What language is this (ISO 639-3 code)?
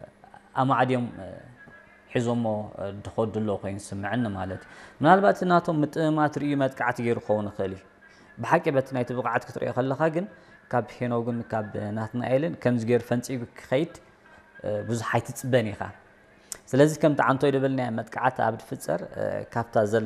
tir